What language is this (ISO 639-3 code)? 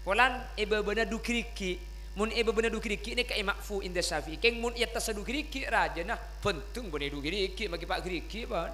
mad